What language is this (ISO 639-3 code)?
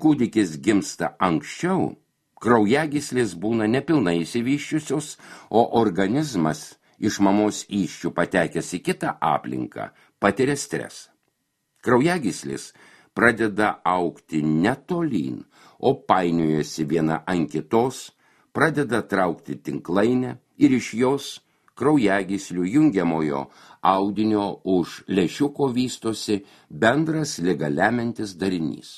lit